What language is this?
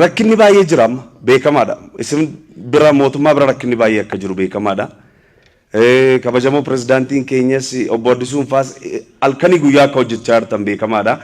Oromo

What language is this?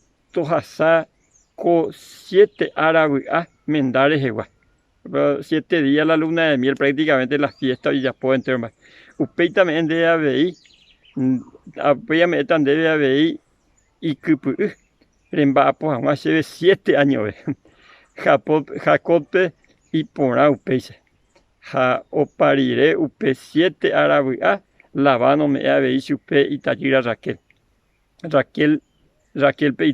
Guarani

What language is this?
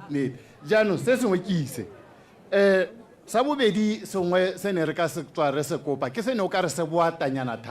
Tswana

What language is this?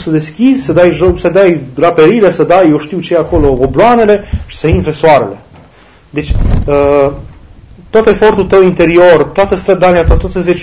Romanian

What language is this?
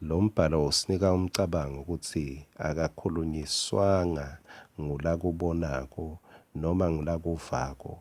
Swati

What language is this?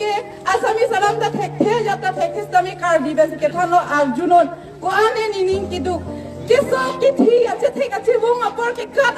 Karbi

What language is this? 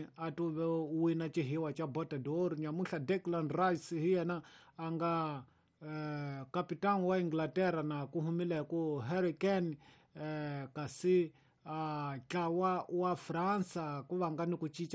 Tsonga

